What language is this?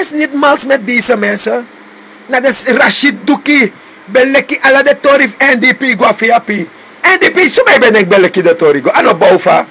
Sranan Tongo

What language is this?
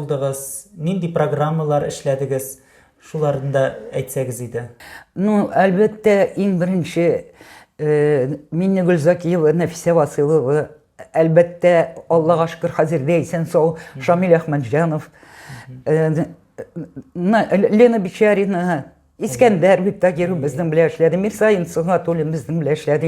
Tatar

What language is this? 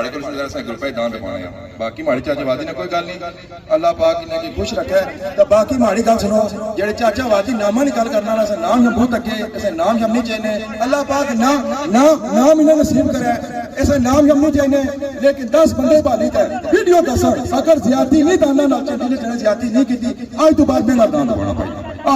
Pahari-Potwari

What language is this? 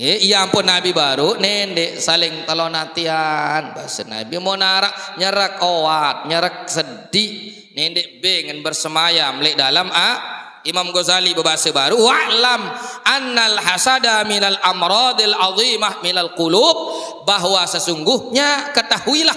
Sasak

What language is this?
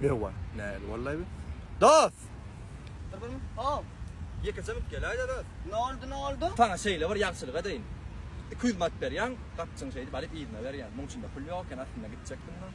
Turkmen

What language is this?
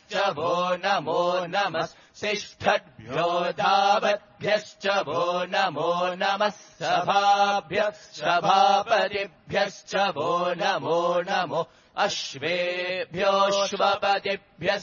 Sanskrit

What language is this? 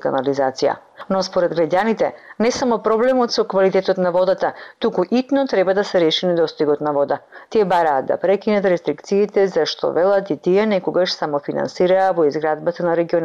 Macedonian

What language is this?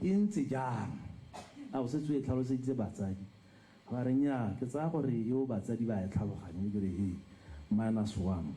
Tswana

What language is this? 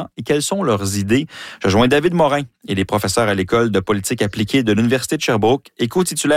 French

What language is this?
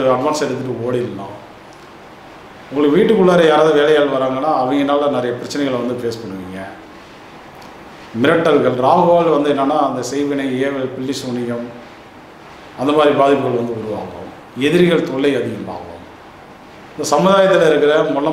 Tamil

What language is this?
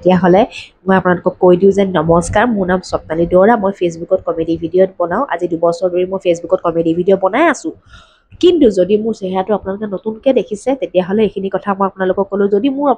Assamese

